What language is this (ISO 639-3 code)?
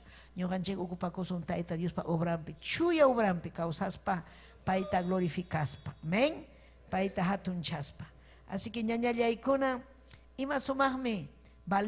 quy